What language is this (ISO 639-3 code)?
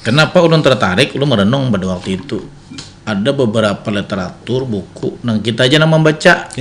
bjn